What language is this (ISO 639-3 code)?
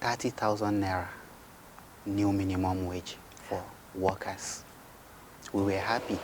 pcm